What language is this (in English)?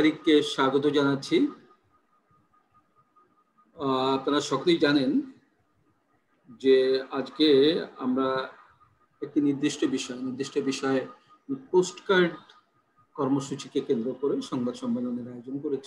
Bangla